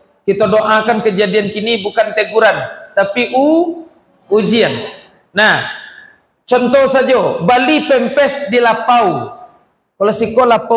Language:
Minangkabau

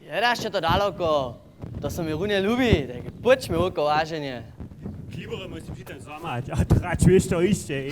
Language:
Upper Sorbian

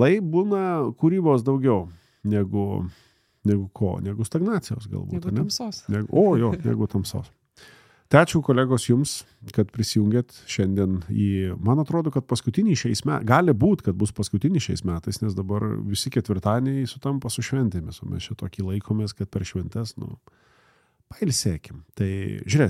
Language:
Lithuanian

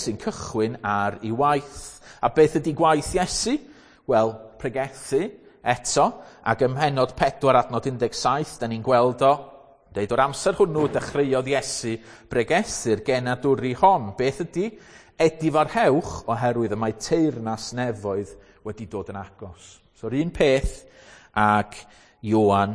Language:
Welsh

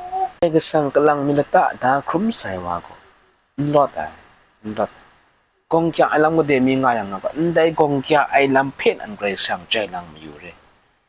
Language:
Kachin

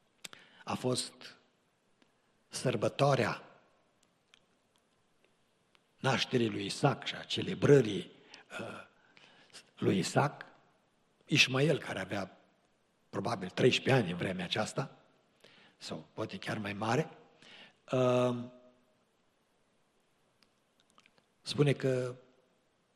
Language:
Romanian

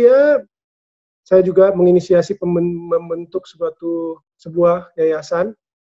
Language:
Indonesian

